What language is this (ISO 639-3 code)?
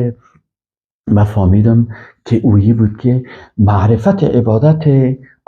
fas